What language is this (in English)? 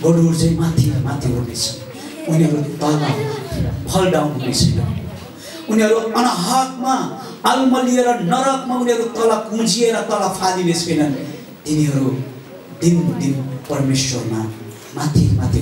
Nepali